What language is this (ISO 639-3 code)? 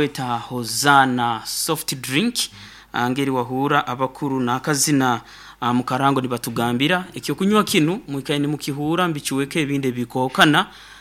nyn